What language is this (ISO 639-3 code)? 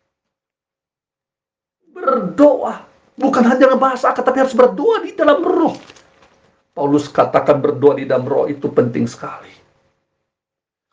ind